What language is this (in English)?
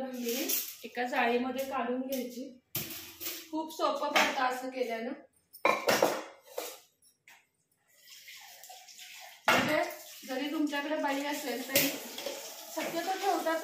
Marathi